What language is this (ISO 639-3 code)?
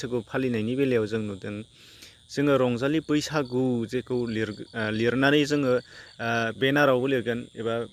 brx